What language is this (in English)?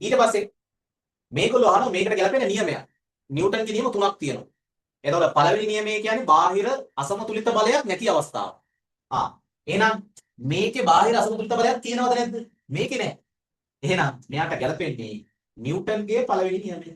Sinhala